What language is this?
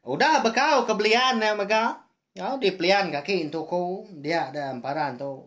Iban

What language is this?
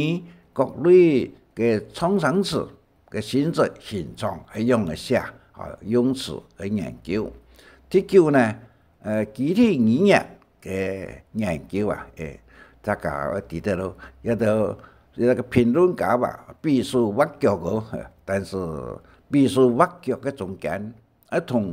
Hakka Chinese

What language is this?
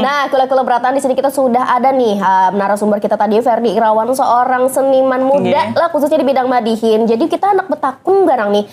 Banjar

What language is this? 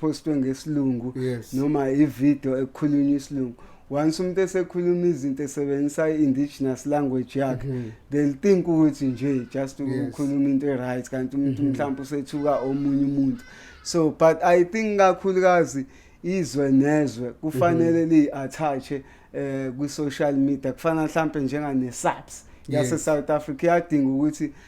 Zulu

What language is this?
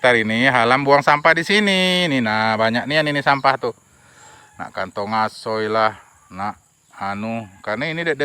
Musi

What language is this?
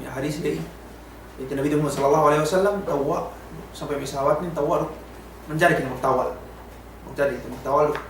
Yakan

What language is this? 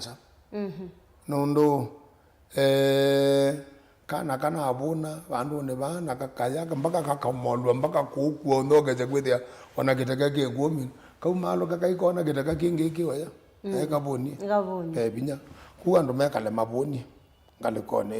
Kamba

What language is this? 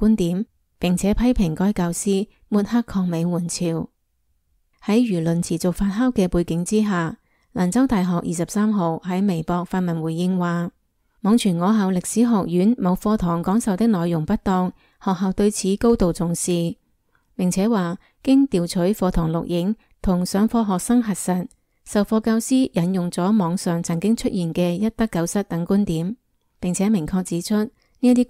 Cantonese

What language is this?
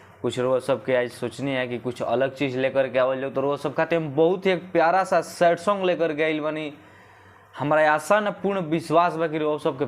Bhojpuri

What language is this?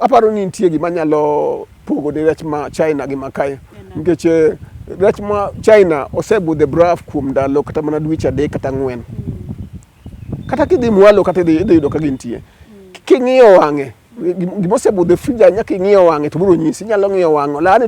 Luo (Kenya and Tanzania)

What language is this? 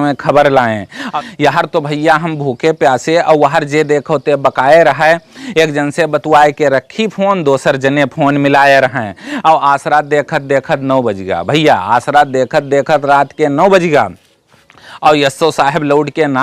Awadhi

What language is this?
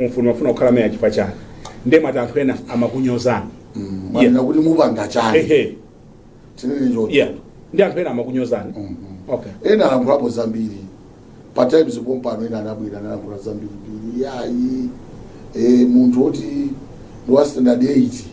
Nyanja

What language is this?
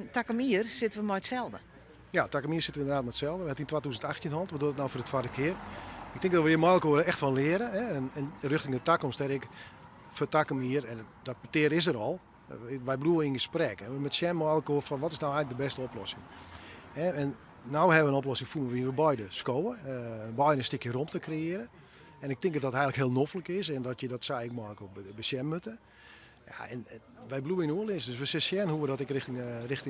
Western Frisian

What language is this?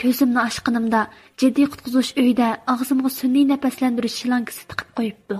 Uyghur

